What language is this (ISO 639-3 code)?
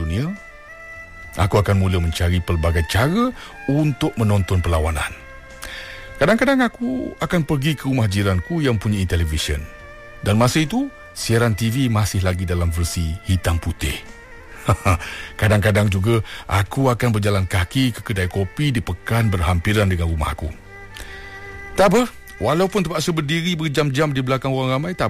msa